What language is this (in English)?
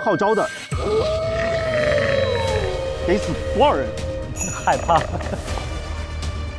Chinese